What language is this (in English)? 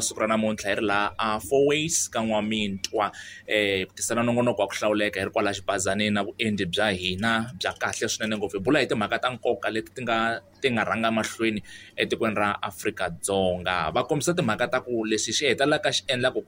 Tsonga